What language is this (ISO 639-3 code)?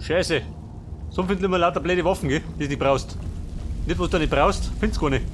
bar